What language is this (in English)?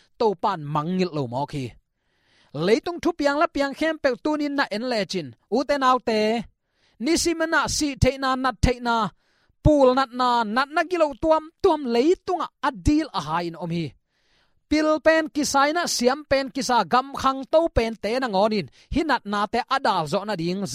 Tedim Chin